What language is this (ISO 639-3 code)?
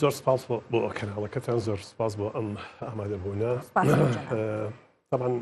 ckb